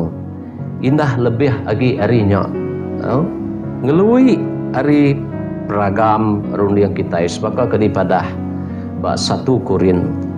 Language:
Iban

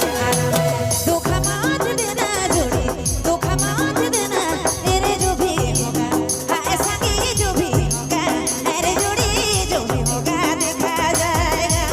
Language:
Sadri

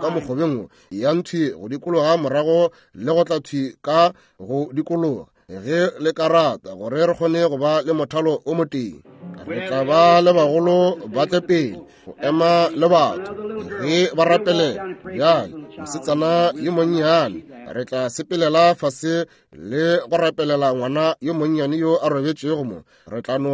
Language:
Northern Sotho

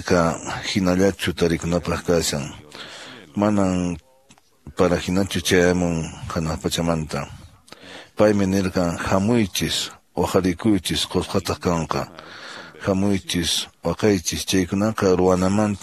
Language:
Quechua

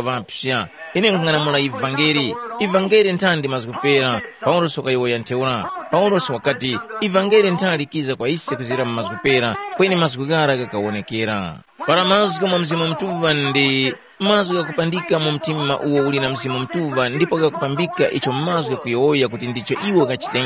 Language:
Tumbuka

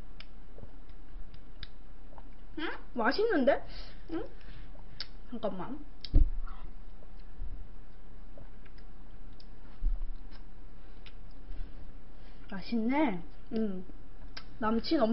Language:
Korean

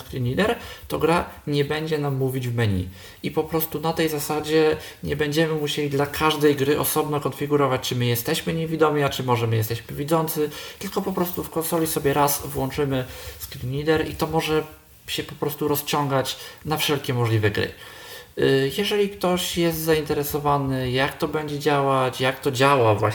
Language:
Polish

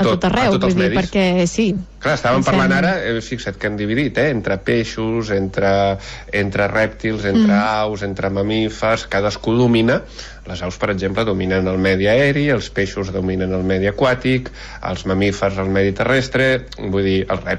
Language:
Catalan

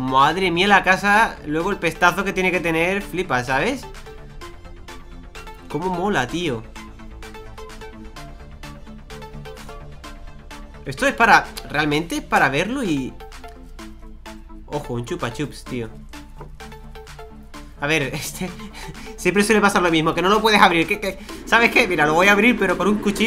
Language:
Spanish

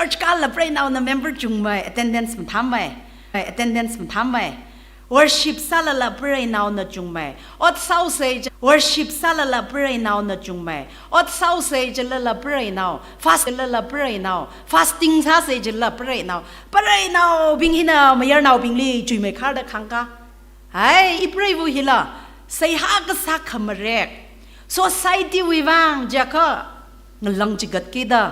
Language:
Tangkhul Naga (India)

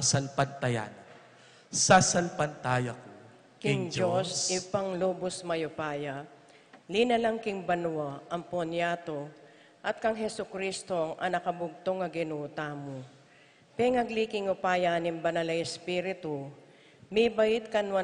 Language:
Pampanga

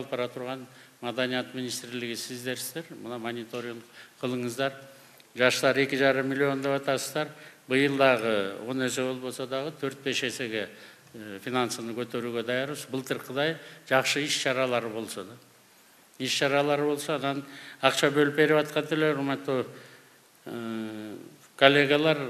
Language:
Kyrgyz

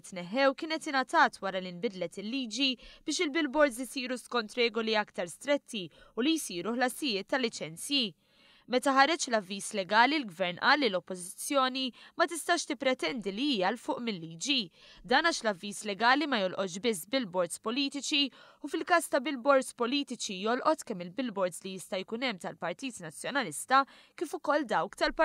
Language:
Maltese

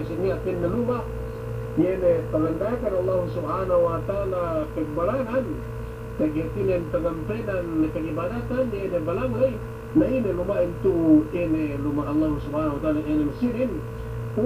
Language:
Yakan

